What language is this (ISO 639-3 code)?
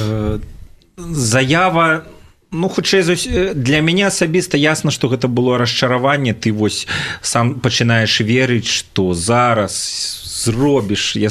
bel